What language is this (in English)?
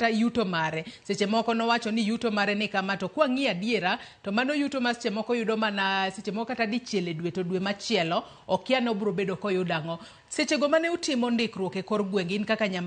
Luo (Kenya and Tanzania)